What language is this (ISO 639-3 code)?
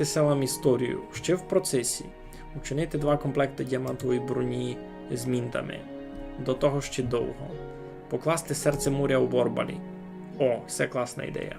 rue